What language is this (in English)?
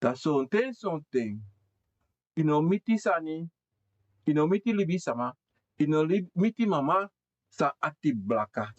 Sranan Tongo